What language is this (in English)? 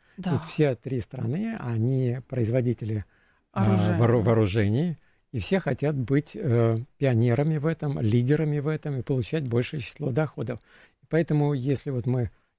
Russian